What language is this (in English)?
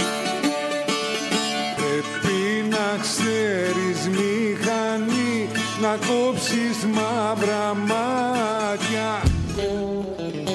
Greek